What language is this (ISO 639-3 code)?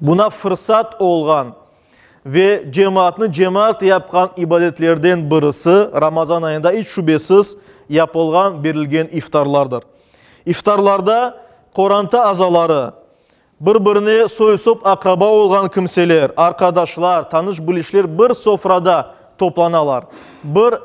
crh